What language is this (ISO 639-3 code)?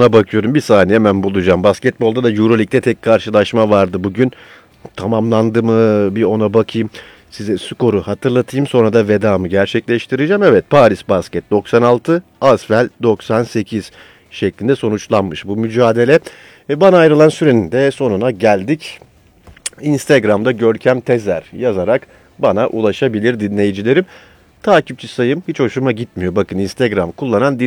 tur